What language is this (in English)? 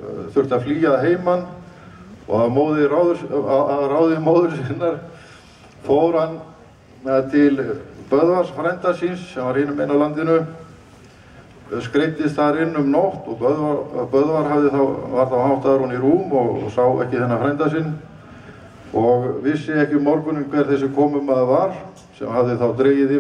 Icelandic